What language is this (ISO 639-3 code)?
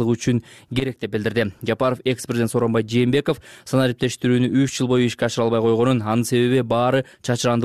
kir